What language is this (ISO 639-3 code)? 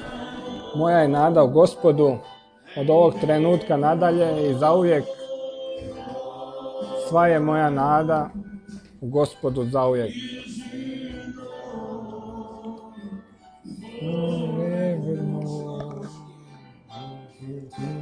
hrv